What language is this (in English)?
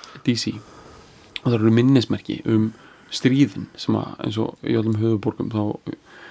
Icelandic